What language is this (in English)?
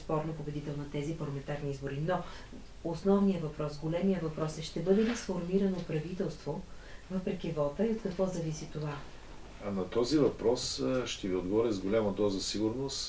Bulgarian